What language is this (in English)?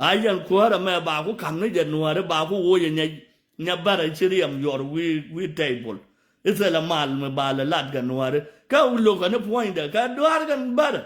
Nuer